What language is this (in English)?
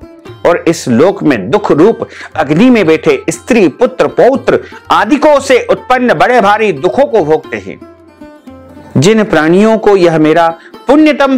Hindi